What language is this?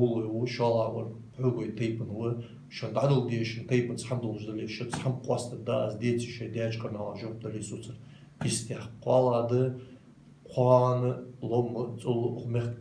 Ingush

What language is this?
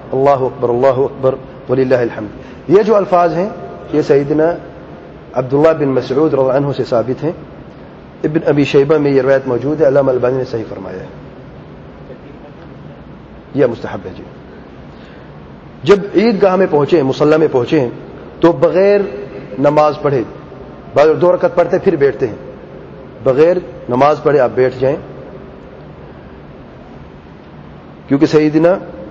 Urdu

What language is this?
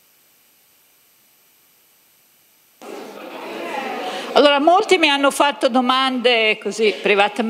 Italian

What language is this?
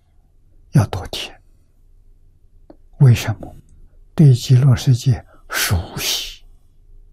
Chinese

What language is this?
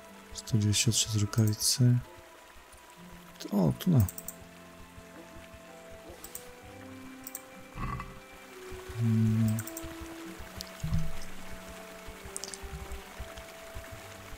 Slovak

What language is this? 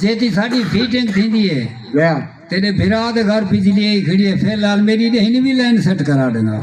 Saraiki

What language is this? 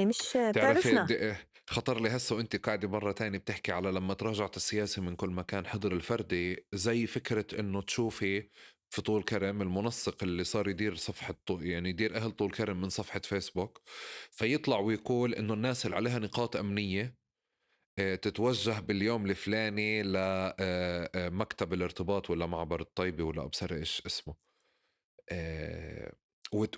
North Levantine Arabic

